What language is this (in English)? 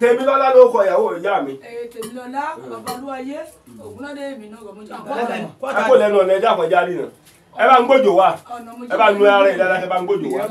Yoruba